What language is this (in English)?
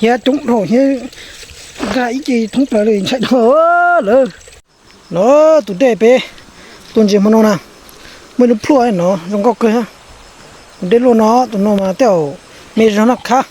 Hmong